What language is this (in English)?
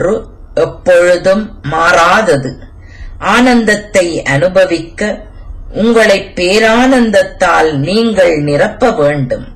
Tamil